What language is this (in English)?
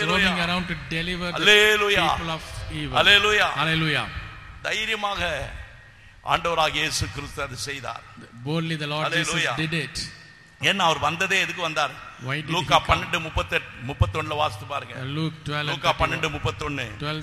Tamil